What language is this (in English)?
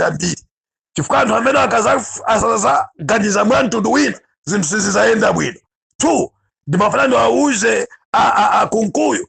Nyanja